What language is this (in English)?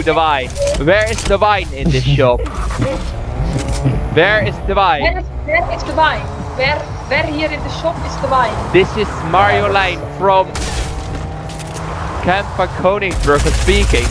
Dutch